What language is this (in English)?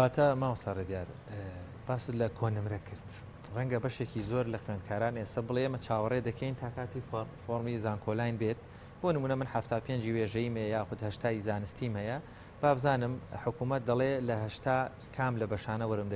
Central Kurdish